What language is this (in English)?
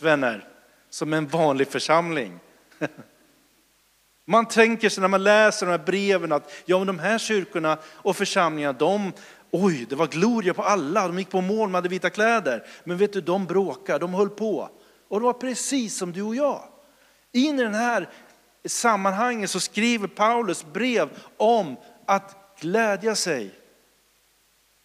Swedish